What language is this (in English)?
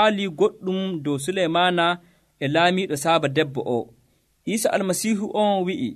Nigerian Fulfulde